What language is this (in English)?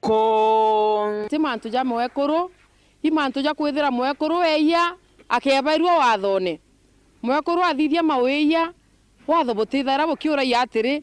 Meru